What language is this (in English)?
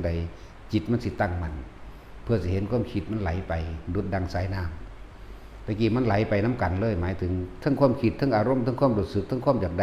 Northeastern Thai